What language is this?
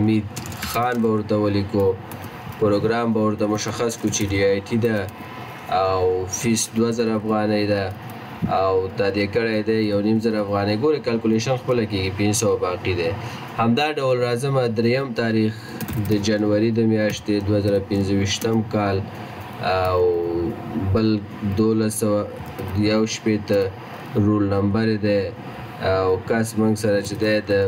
Pashto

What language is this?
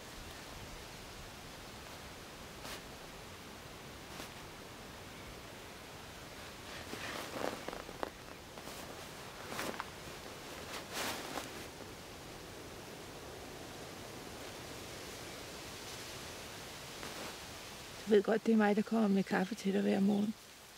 Danish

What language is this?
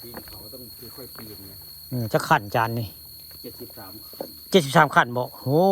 Northeastern Thai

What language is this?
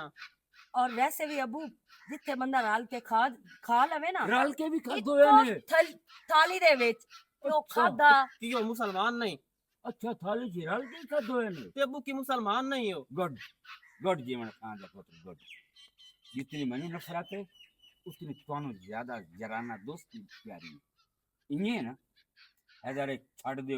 Western Panjabi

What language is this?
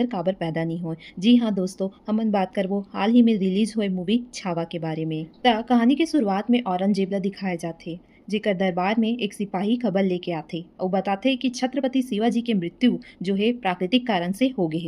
Chhattisgarhi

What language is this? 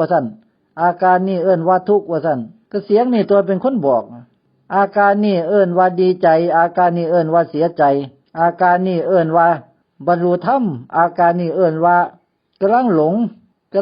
Northeastern Thai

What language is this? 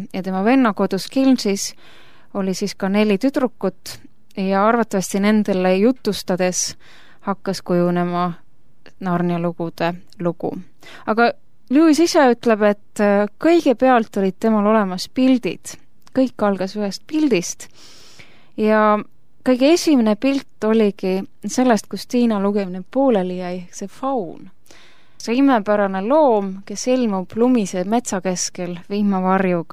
Estonian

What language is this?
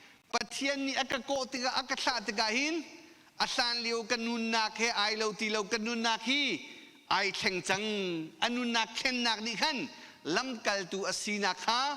Hakha Chin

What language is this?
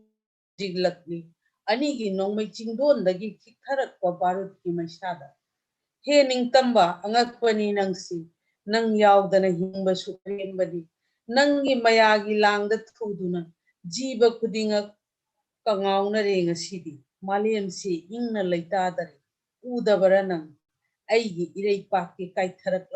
Manipuri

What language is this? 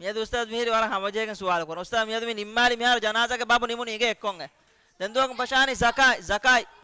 Divehi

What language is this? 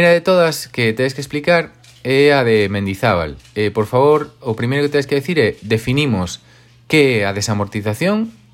Galician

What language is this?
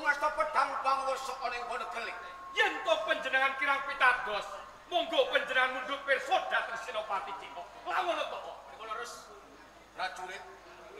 Javanese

